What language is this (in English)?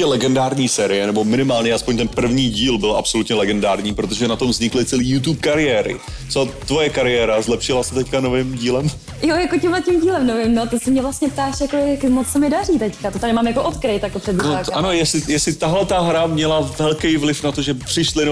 Czech